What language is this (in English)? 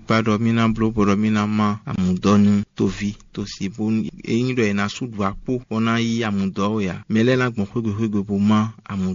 Fon